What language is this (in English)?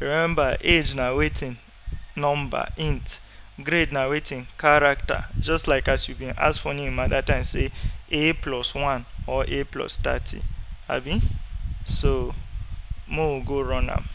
Nigerian Pidgin